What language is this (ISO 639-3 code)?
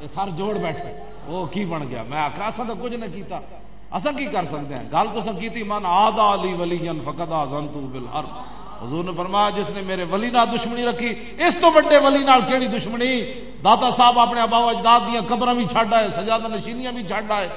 lah